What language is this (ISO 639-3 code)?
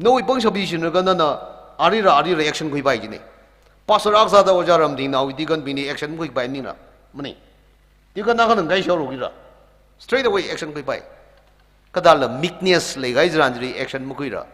nmf